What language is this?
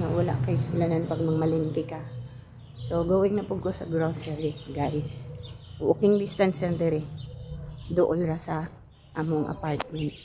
Cebuano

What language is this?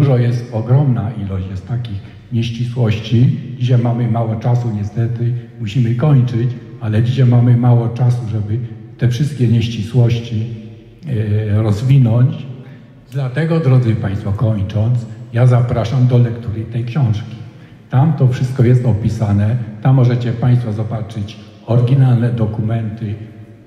Polish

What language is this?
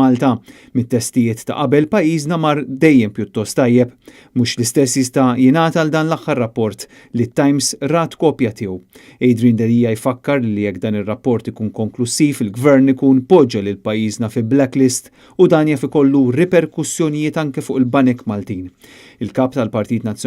Maltese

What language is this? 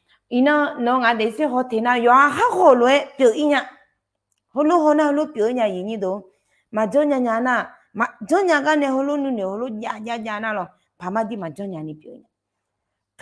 Akha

